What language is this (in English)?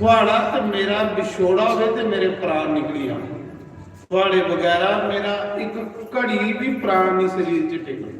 Dogri